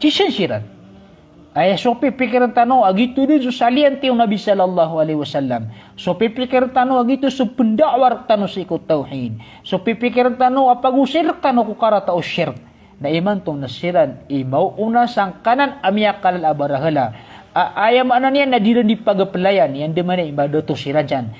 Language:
Maranao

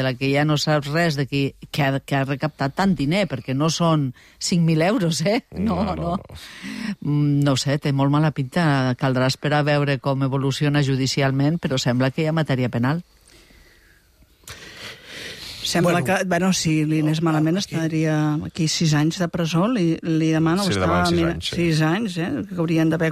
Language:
Catalan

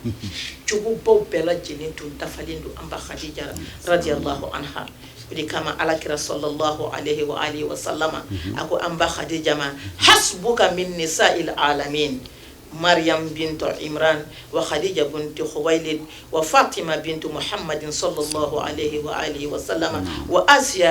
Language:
Bambara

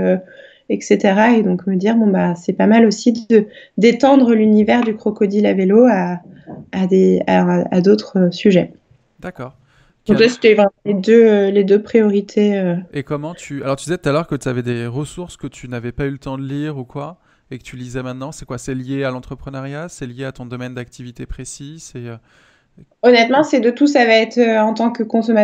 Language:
French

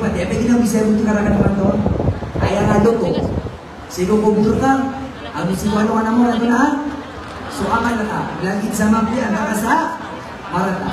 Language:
Maranao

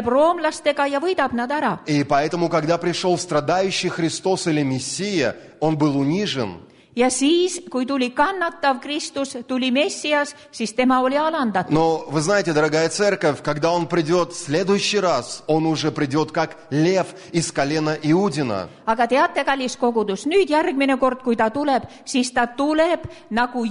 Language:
Estonian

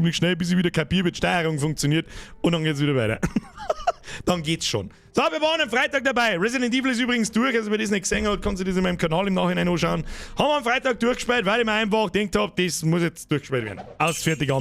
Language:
Bavarian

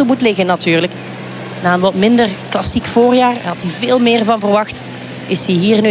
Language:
Dutch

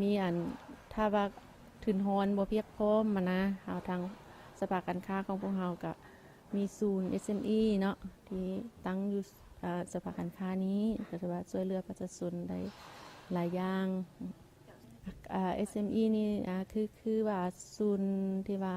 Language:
Lao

